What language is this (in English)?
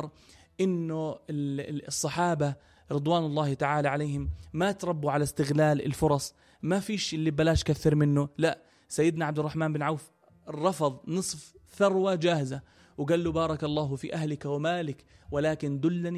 North Levantine Arabic